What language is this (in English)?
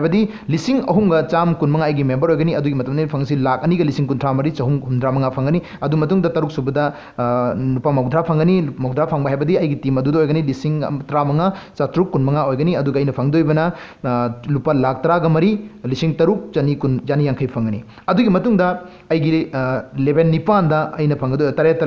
Manipuri